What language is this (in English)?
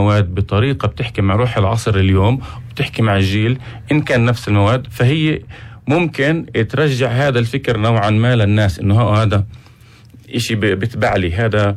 North Levantine Arabic